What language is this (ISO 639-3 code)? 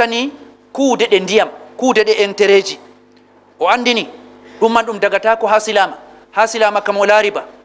ful